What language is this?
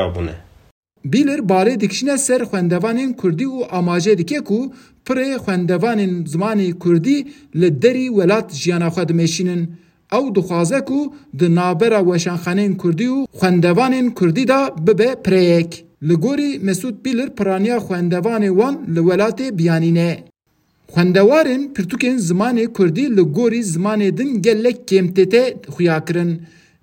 Kurdish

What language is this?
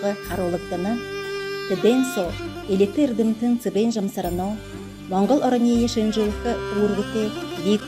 Buriat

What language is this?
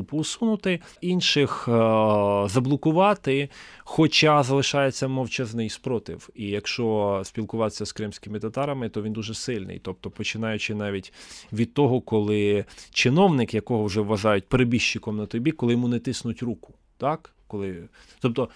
Ukrainian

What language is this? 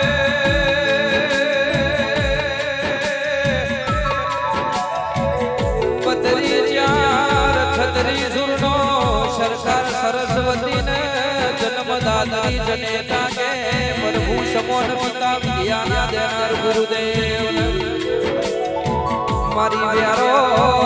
Gujarati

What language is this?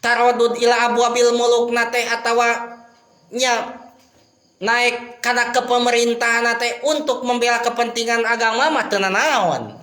Sundanese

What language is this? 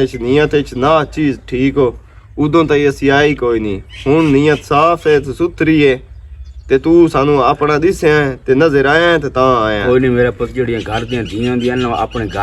Western Panjabi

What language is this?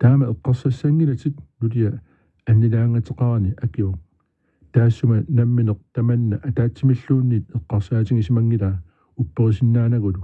Kalaallisut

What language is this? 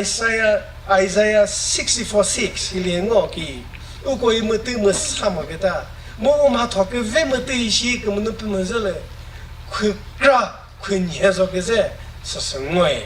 Chokri Naga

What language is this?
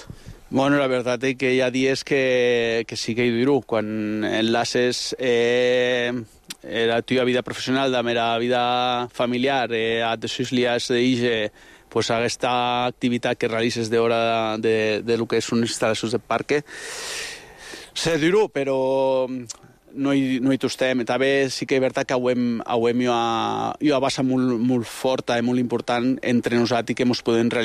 Catalan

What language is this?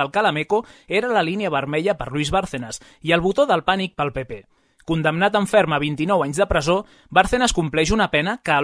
Catalan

